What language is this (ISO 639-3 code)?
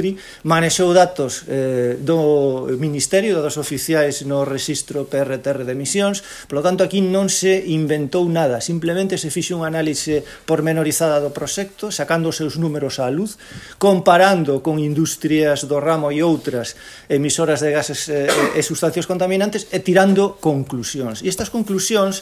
glg